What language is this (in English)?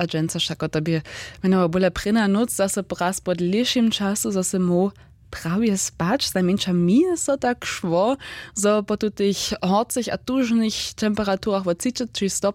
Upper Sorbian